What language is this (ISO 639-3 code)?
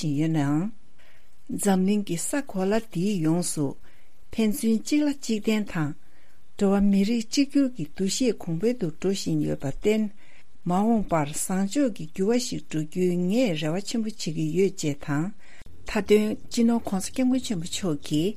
bod